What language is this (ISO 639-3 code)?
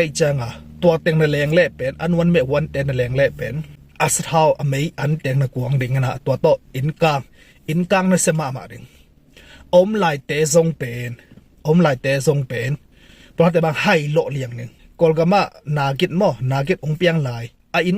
ctd